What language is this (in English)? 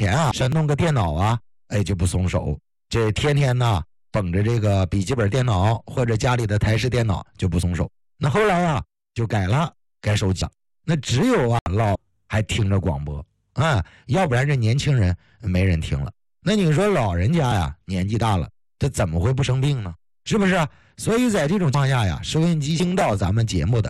Chinese